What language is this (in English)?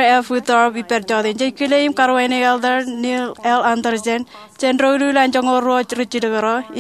Marshallese